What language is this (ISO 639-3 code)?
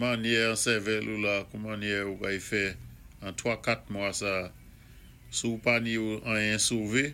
acf